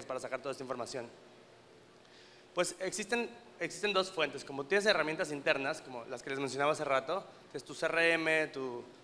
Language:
Spanish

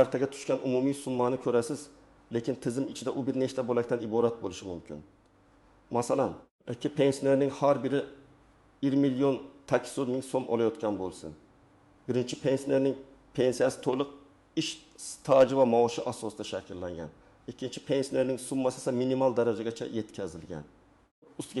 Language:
Uzbek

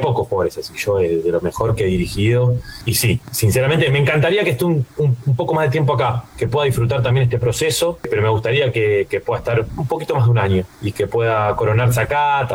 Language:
Spanish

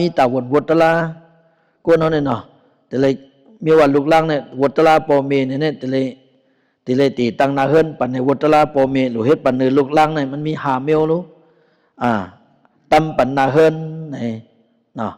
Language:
Shan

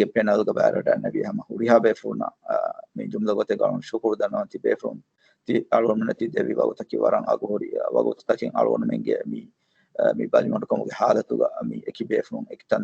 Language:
Divehi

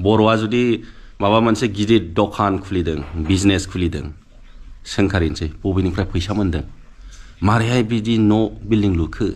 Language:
Bodo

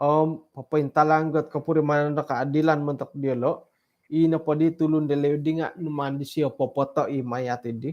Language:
Central Dusun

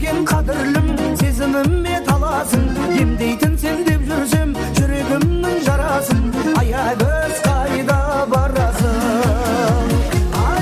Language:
Kara-Kalpak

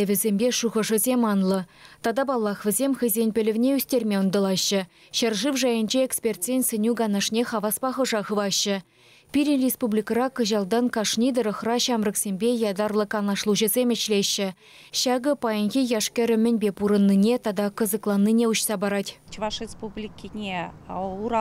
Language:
Chuvash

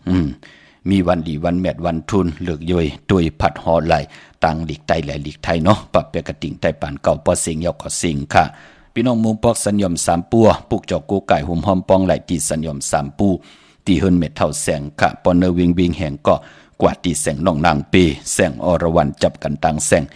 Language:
Shan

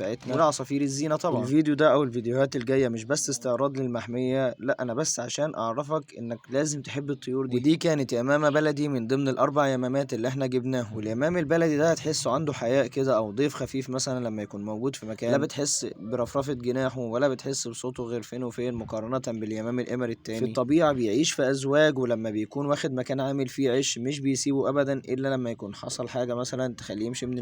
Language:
Egyptian Arabic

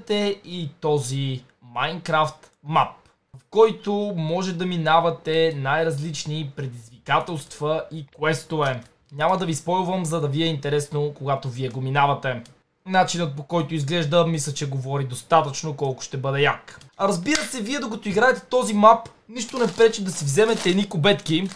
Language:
Bulgarian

